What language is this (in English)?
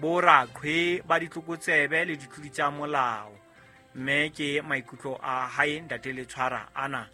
Southern Sotho